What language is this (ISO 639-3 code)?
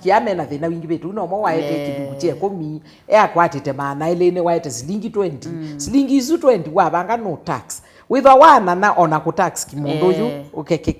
kam